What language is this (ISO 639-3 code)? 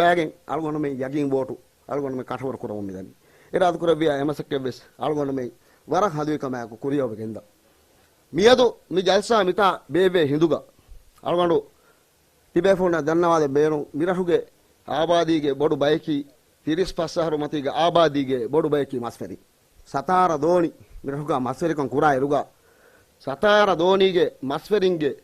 div